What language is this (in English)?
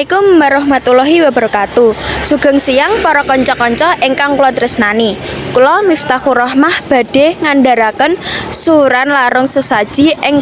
Javanese